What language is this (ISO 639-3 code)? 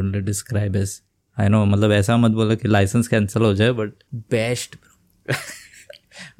hin